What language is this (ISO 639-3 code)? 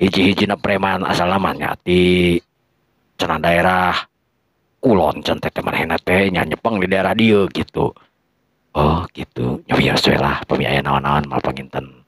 sun